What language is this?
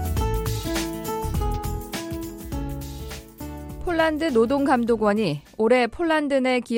Korean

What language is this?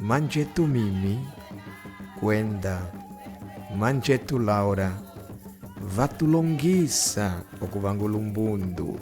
Umbundu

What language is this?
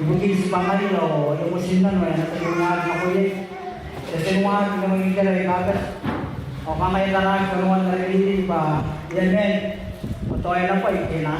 Gilbertese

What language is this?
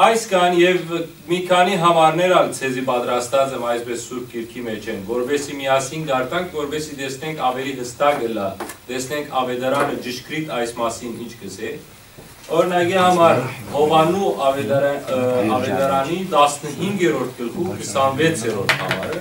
Western Armenian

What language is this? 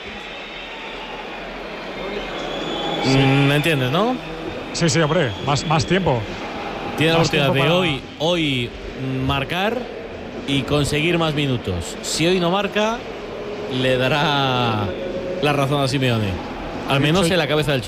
Spanish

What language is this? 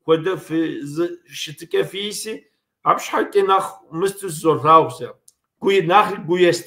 Kabardian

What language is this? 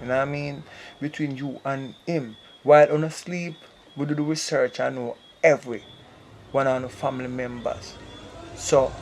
Jamaican Creole English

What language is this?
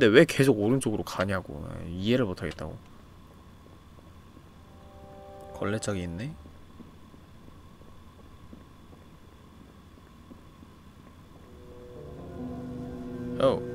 Korean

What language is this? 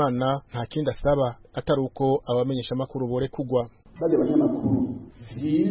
Kinyarwanda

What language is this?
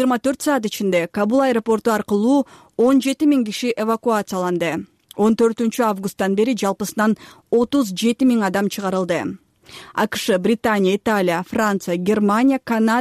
Kyrgyz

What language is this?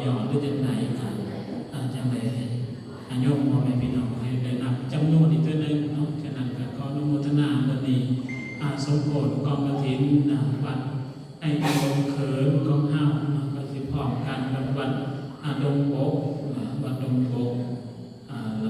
Northeastern Thai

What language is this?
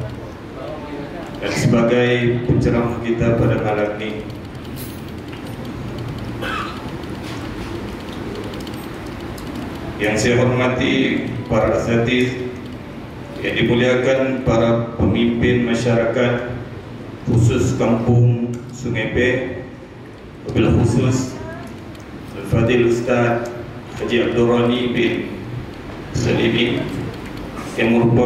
Malay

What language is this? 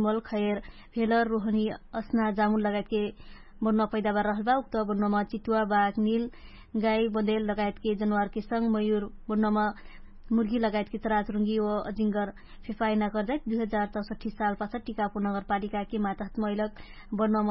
Dangaura Tharu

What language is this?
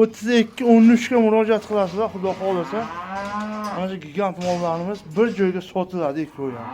Uzbek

